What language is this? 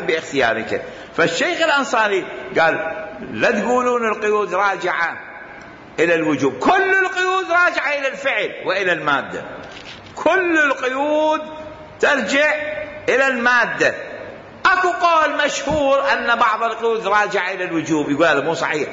Mesopotamian Arabic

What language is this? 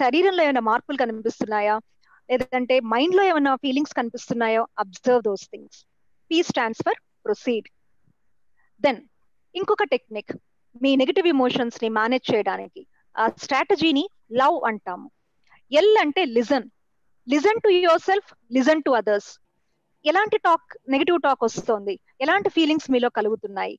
Telugu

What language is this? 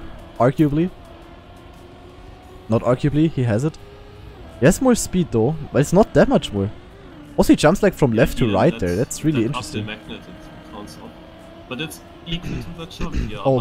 English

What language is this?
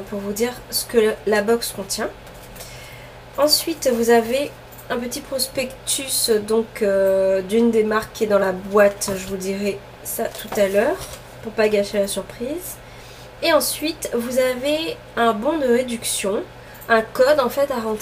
French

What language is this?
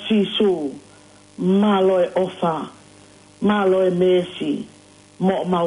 Tongan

